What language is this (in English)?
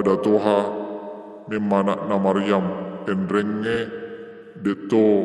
Buginese